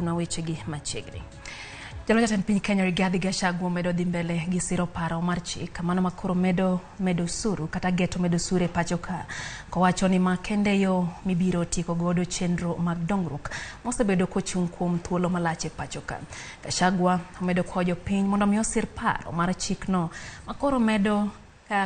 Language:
Luo (Kenya and Tanzania)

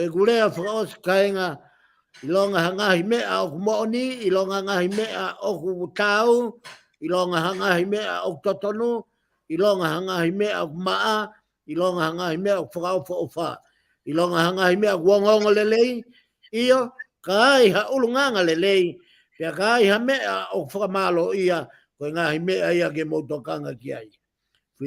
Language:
Tongan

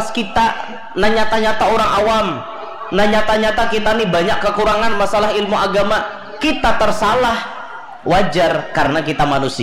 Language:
Banjar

